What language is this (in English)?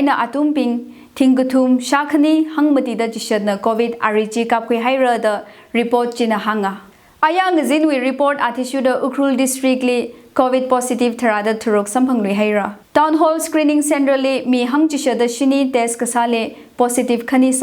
Tangkhul Naga (India)